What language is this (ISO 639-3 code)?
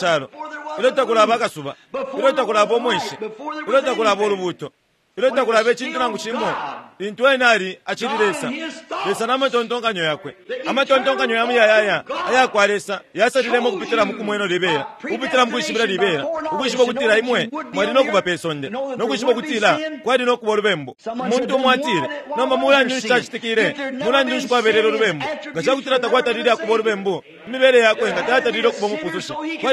bem